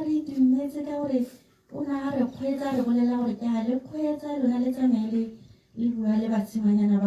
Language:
Tswana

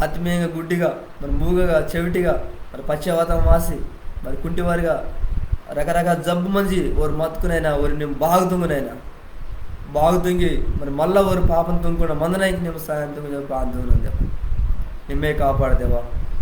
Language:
Koya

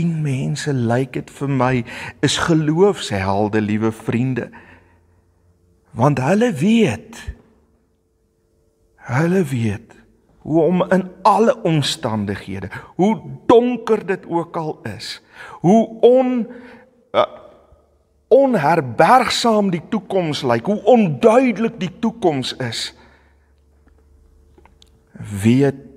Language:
Afrikaans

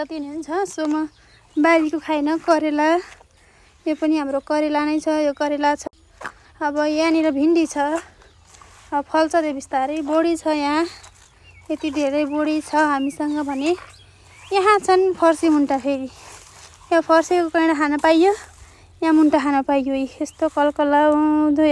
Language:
Nepali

